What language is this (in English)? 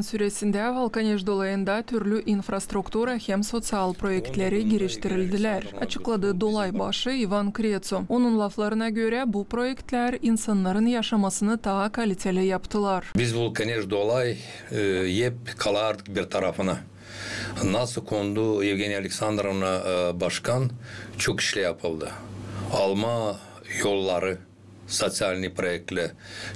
Gagauz